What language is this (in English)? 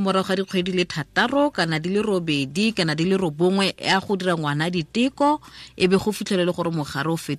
Tswana